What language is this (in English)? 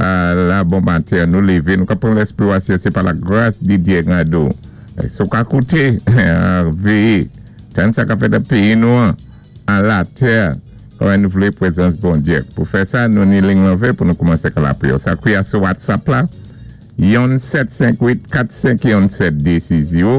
Saint Lucian Creole French